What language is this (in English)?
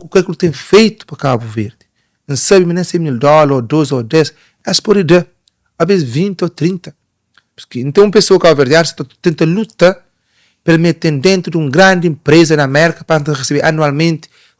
Kabuverdianu